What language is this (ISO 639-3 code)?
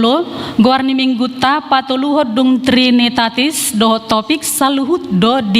bbc